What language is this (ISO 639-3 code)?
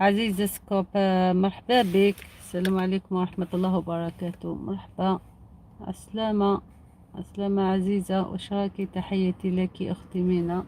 arq